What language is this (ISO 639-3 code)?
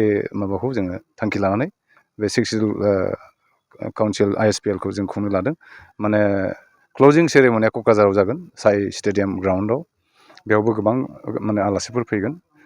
brx